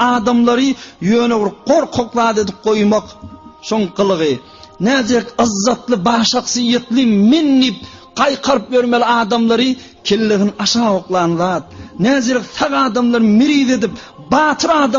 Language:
Turkmen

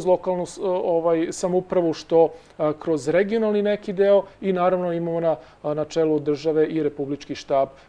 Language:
Serbian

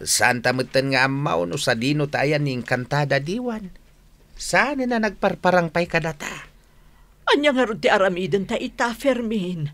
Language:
Iloko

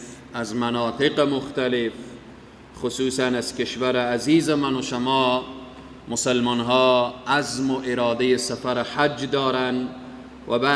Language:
Persian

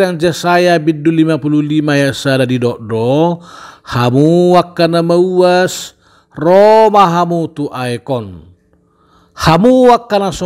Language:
Batak Toba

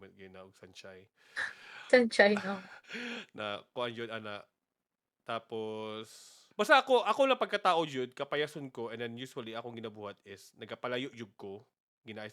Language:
Cebuano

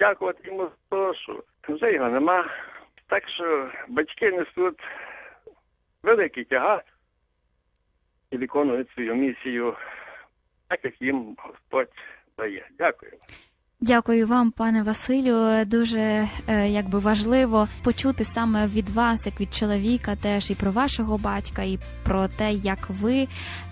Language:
Ukrainian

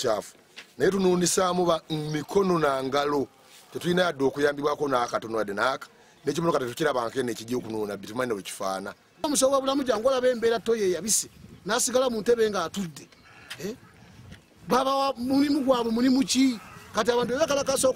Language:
Ganda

